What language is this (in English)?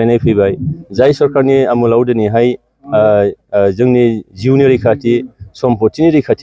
Bodo